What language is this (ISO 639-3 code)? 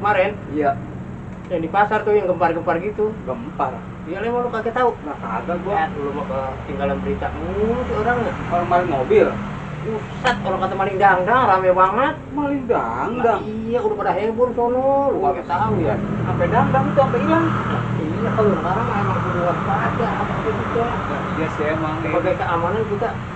bew